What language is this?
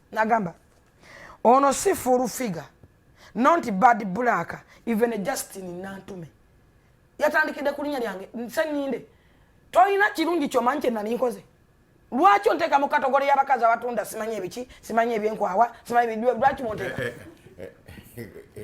Ganda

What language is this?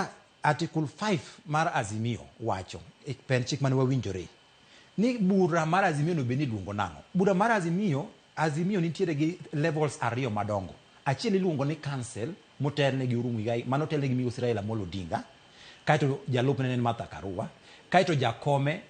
Luo (Kenya and Tanzania)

